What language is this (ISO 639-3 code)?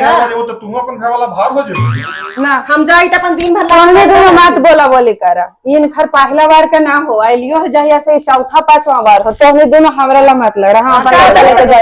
mag